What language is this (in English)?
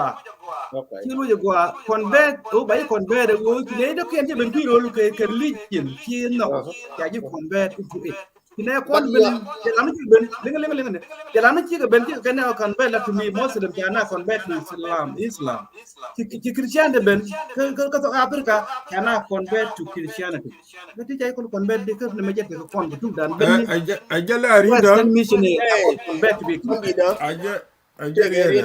Nuer